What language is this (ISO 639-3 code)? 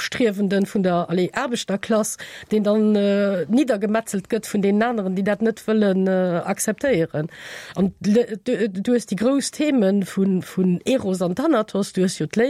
ltz